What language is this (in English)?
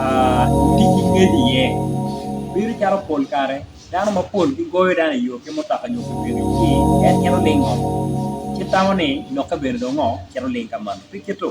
Acoli